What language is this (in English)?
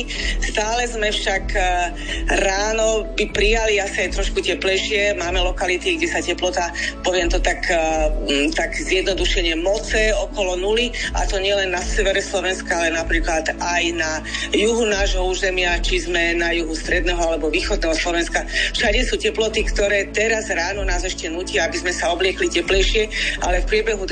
Slovak